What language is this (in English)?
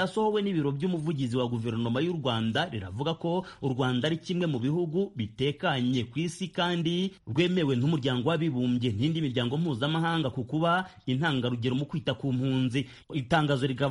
Kinyarwanda